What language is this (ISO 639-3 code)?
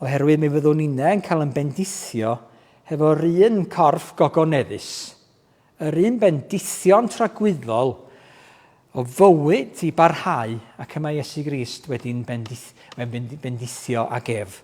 cym